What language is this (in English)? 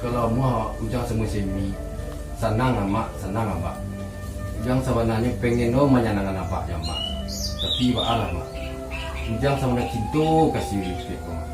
Minangkabau